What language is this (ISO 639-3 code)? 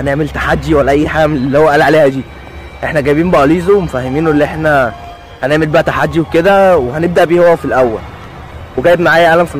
arz